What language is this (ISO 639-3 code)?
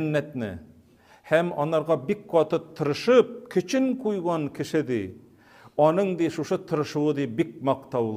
tat